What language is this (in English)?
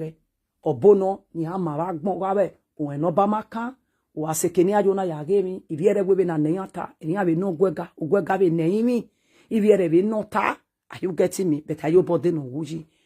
Nigerian Pidgin